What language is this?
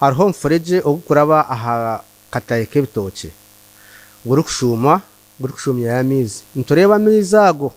Nyankole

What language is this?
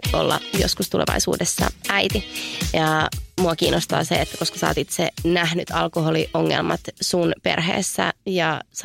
Finnish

